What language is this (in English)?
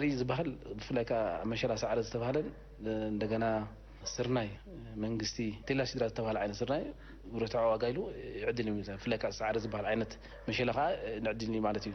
Tigrinya